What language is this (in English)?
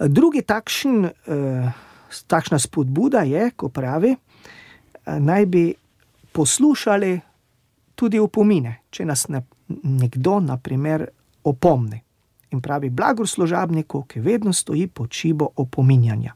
Slovenian